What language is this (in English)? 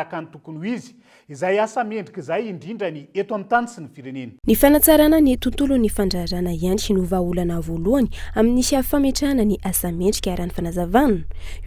Malagasy